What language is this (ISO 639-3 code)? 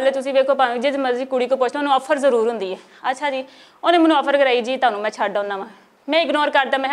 lah